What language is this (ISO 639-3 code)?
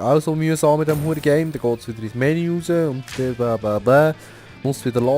gsw